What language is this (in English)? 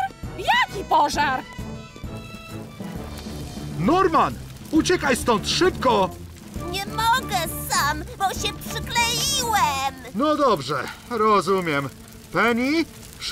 Polish